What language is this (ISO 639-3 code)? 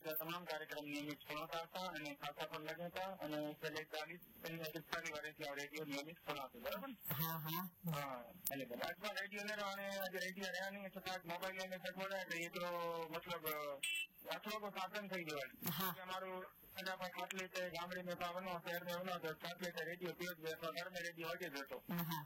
guj